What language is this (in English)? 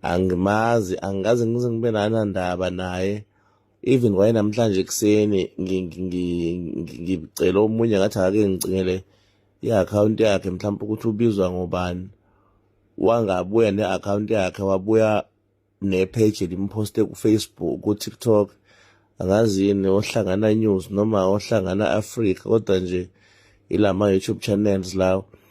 Zulu